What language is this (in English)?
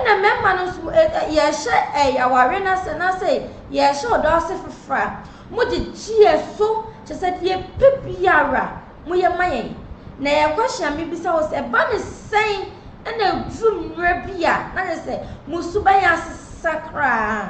Akan